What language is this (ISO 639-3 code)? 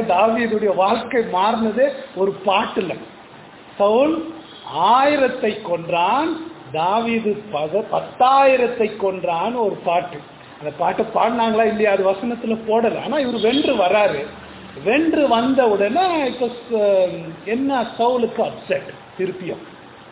tam